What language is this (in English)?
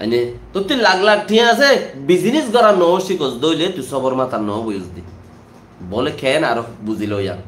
Rohingya